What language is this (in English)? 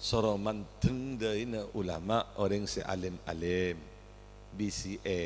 Madurese